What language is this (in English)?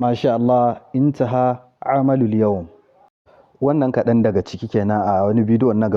Hausa